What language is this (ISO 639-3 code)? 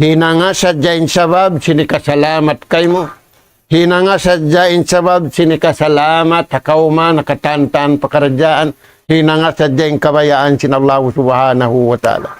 tsg